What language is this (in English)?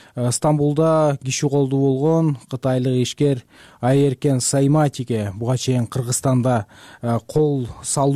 Kyrgyz